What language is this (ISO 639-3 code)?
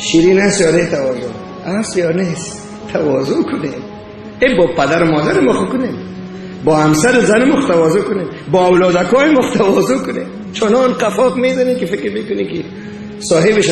fas